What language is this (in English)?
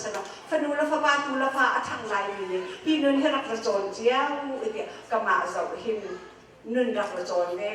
Hakha Chin